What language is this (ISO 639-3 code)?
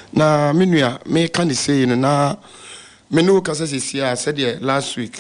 aka